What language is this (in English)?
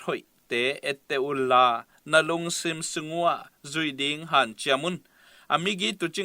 Tedim Chin